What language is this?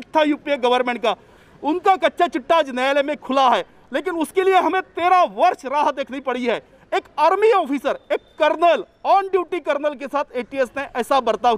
Hindi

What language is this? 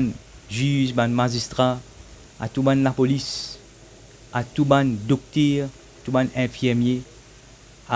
Morisyen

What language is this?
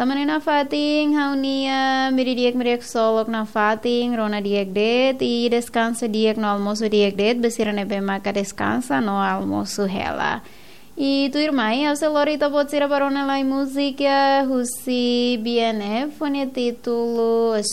Tetum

